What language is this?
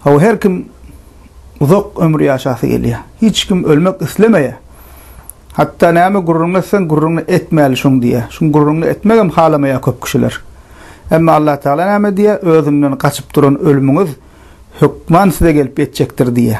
Turkmen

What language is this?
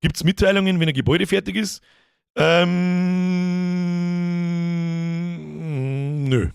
Bavarian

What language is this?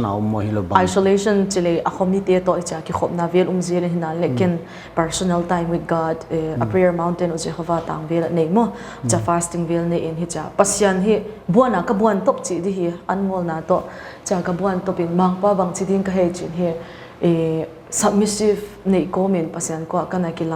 Paite Chin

